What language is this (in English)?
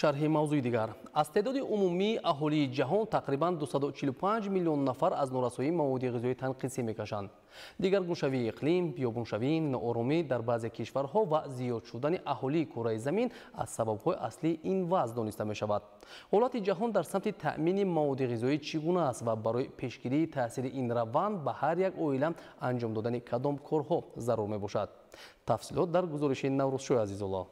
Tajik